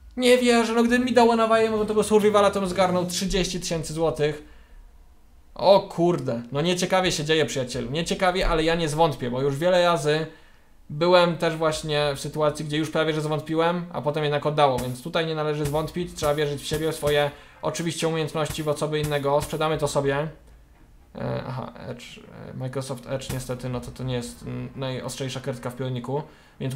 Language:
Polish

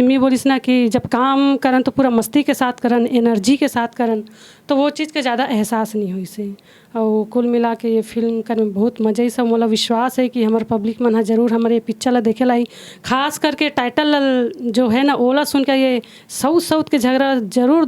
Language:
Chhattisgarhi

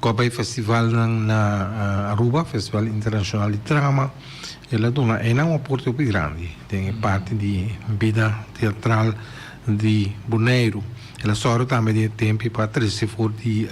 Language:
Papiamento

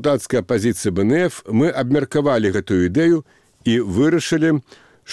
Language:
Belarusian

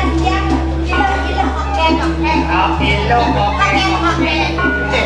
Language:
Balinese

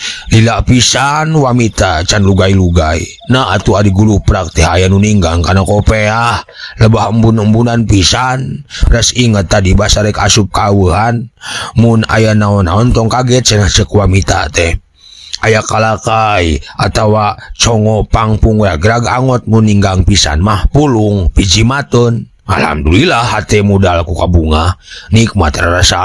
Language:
Sundanese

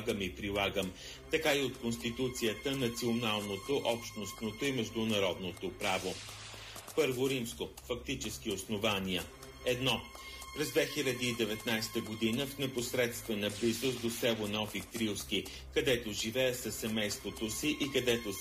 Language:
Bulgarian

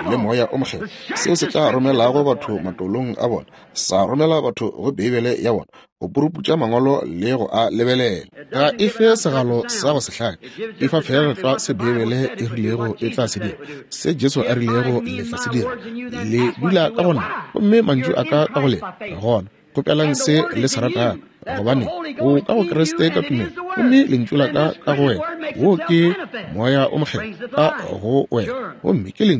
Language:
Northern Sotho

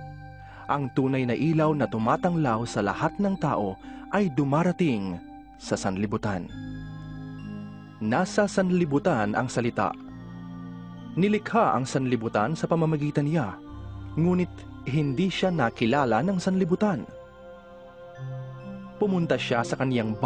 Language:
Filipino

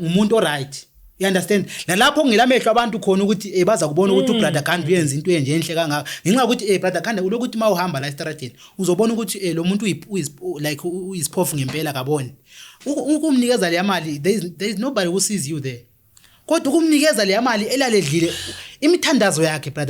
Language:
Zulu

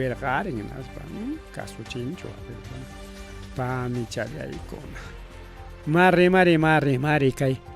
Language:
Ayacucho Quechua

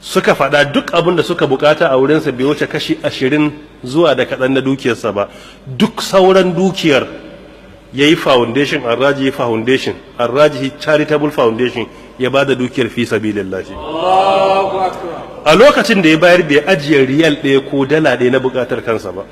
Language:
Hausa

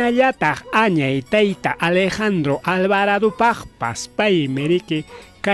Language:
Ayacucho Quechua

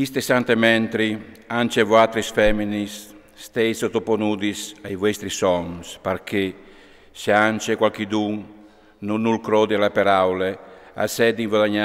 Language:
Friulian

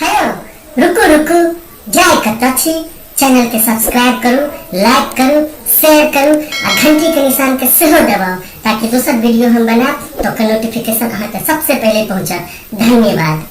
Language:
Maithili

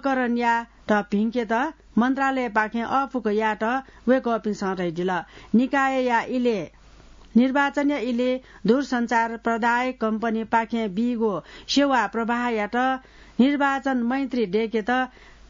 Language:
Newari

